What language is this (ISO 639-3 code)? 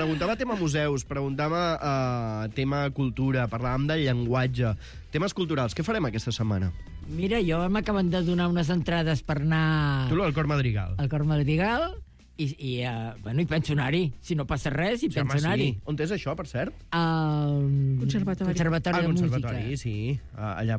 cat